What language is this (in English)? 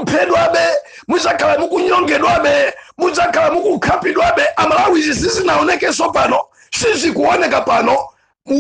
Nyanja